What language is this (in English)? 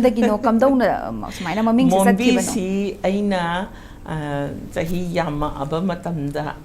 Manipuri